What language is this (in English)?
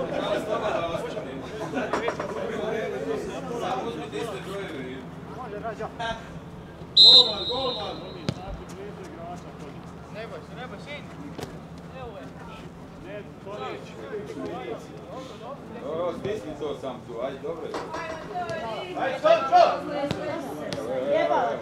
Croatian